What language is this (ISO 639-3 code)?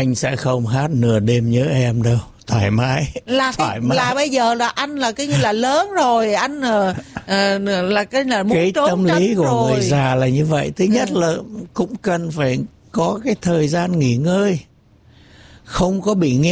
vie